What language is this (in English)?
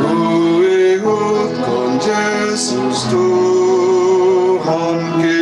Batak Simalungun